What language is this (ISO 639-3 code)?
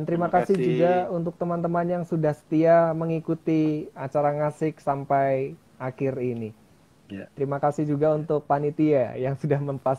ind